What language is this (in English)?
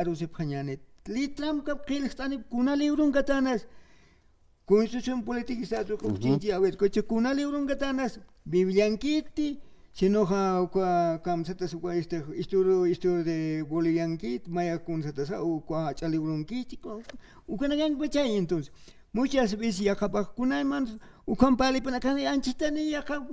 Aymara